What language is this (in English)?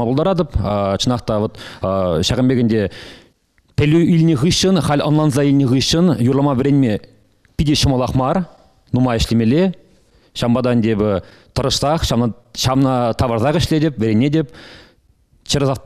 Chuvash